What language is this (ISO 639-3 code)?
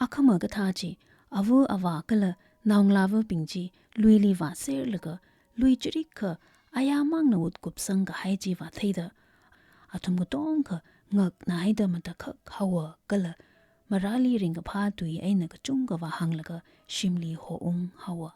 nmf